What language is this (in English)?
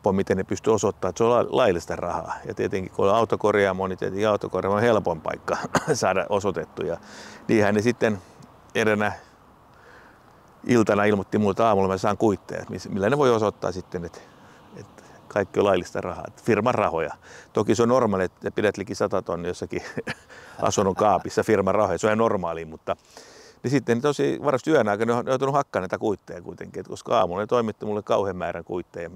Finnish